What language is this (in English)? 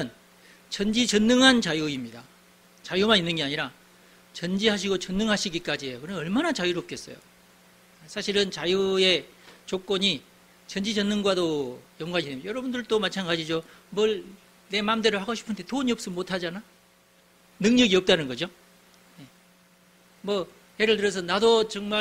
Korean